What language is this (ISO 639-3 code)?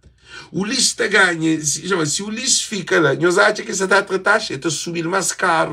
kea